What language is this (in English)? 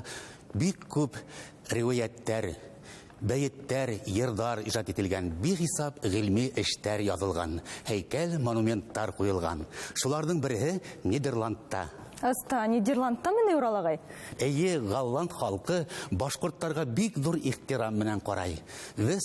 Bashkir